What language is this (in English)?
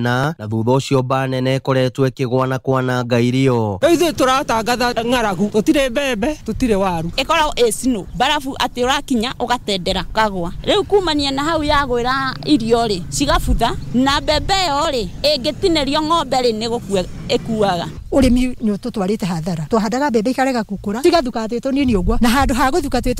Kikuyu